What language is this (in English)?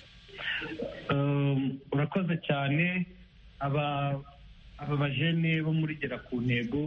Kinyarwanda